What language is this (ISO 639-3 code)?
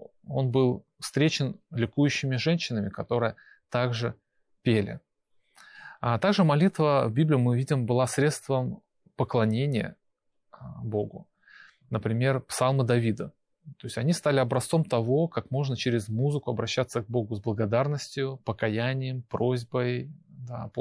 rus